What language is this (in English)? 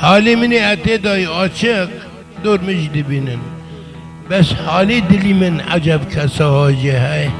Kurdish